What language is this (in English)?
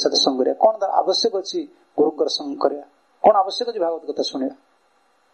Odia